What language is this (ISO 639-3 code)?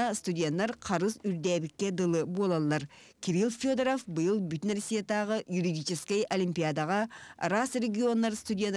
sah